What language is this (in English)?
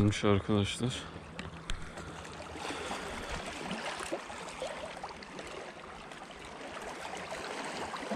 Turkish